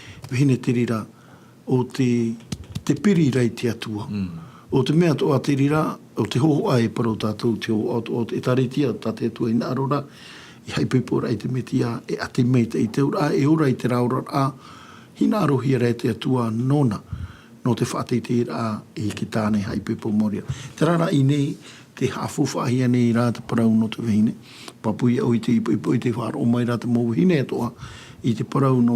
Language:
Tahitian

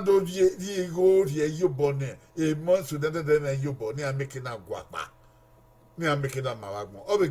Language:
Bini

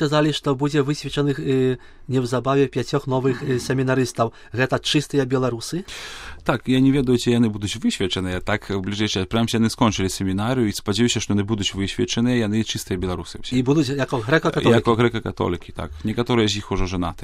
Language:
Belarusian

